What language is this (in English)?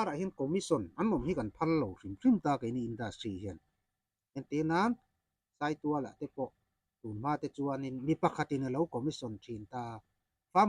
Mizo